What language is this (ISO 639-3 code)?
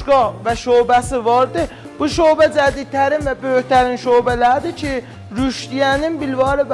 azb